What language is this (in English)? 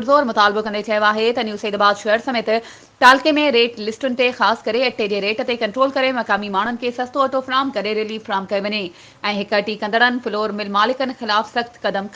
Sindhi